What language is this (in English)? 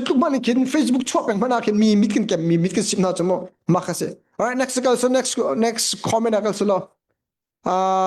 Hakha Chin